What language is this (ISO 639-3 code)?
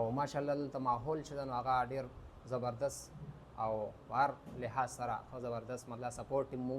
pus